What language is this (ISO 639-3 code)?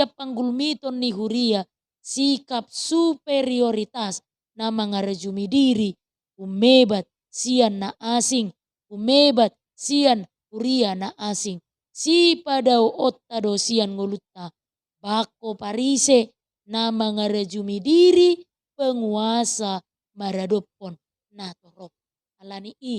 bbc